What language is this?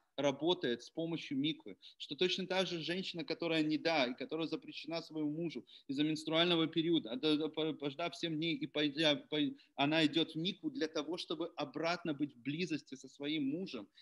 Russian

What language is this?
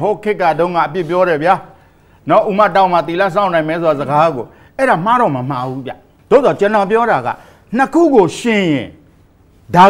Burmese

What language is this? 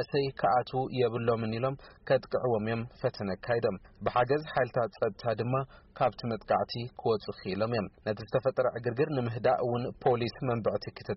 Tigrinya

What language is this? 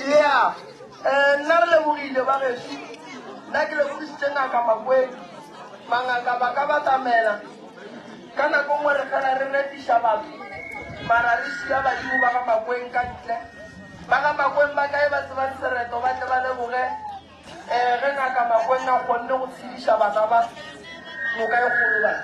Northern Sotho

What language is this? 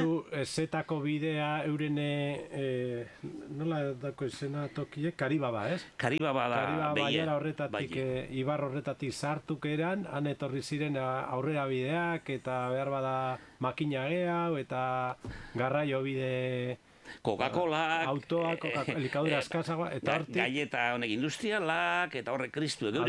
Basque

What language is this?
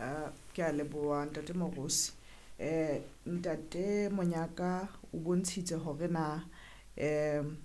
Southern Sotho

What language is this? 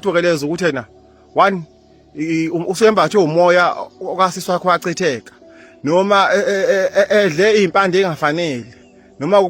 Zulu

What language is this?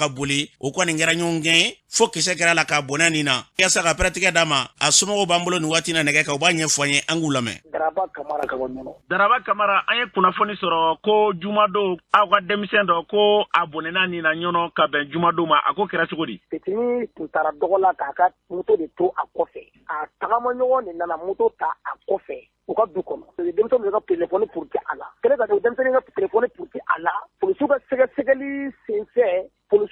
Bambara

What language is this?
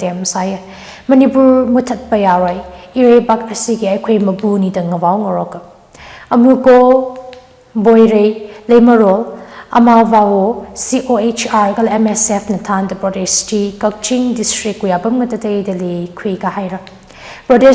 Tangkhul Naga (India)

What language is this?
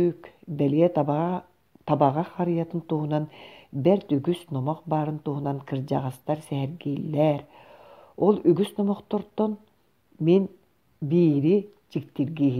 Yakut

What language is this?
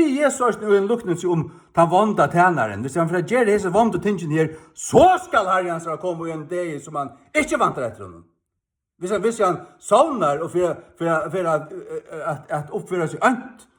Faroese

